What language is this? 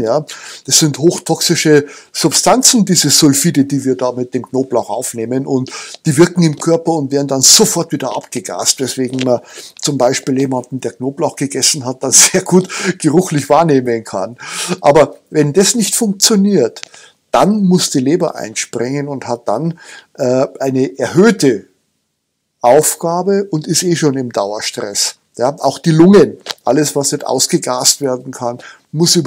German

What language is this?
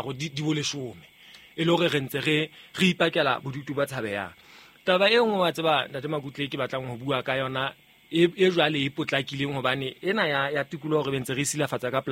Southern Sotho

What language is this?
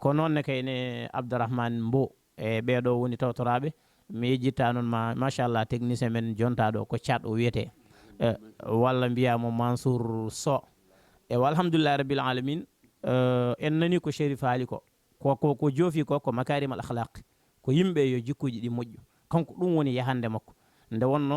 Fula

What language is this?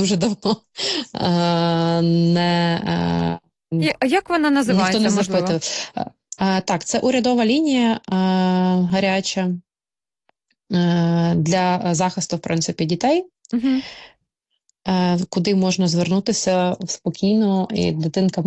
Ukrainian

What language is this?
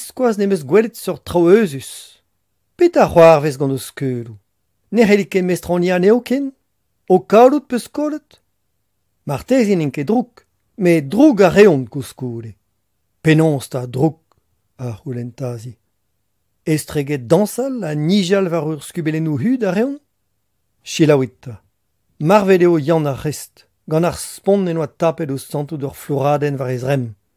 Breton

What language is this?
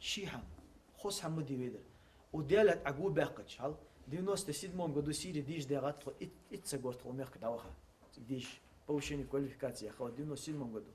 Ingush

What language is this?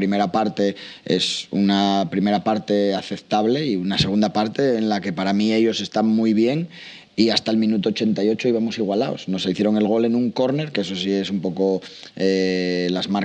Spanish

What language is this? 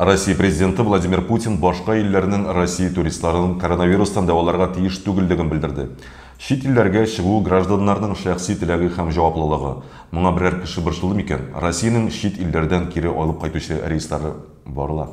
Tatar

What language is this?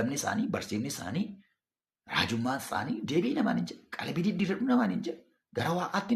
Oromo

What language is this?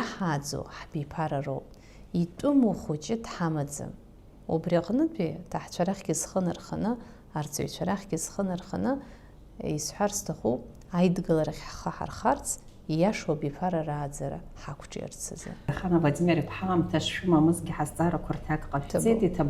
Abkhazian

